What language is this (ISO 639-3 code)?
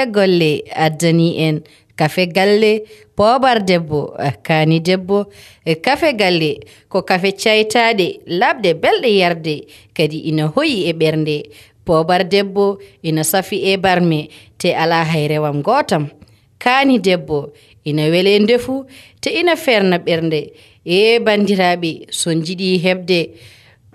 ful